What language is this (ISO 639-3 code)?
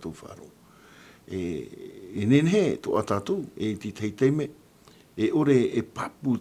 tah